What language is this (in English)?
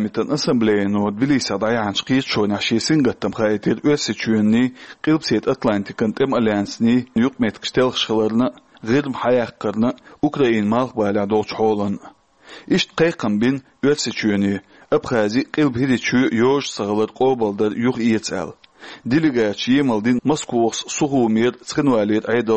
Chechen